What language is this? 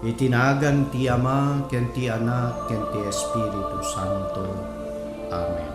Iloko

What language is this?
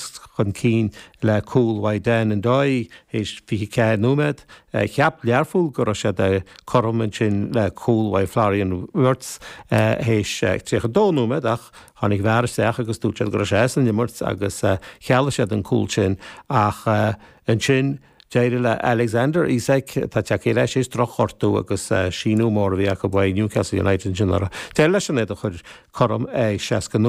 Irish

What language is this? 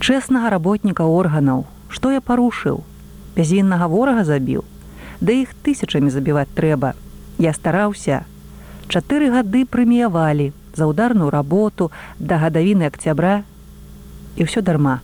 Belarusian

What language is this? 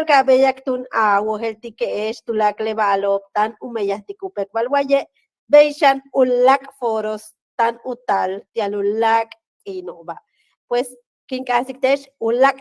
Yucateco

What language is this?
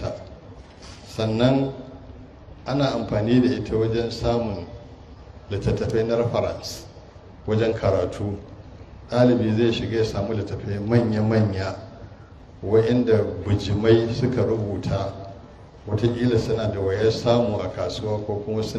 Hausa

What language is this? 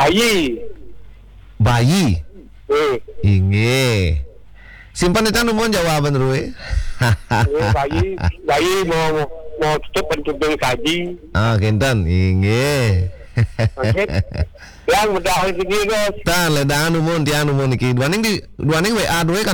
Balinese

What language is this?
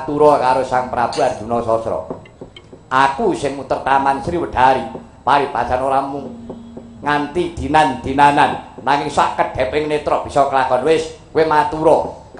Javanese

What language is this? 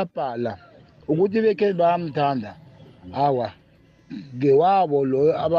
South Ndebele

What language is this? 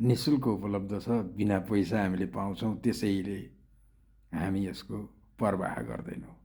Nepali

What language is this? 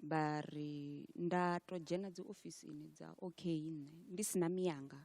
Venda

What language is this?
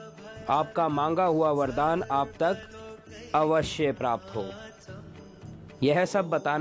Hindi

